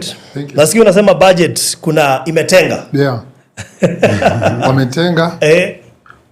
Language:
Kikuyu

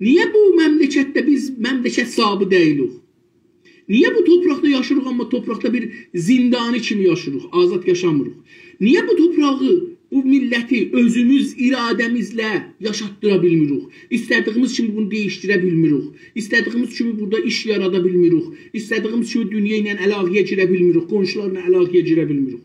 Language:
South Azerbaijani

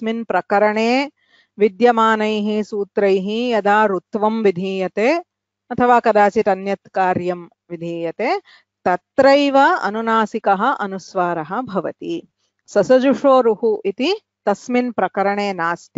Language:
Sanskrit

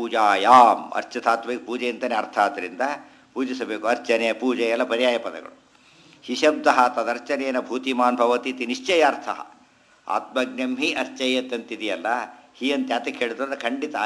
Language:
Kannada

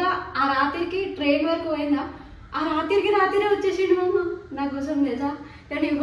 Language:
Telugu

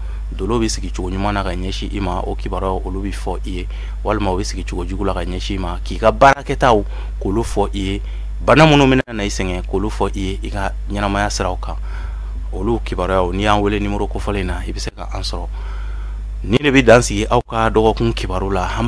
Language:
Bambara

